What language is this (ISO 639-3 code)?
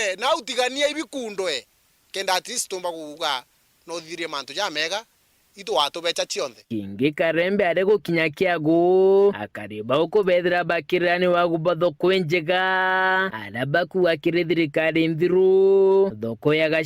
mer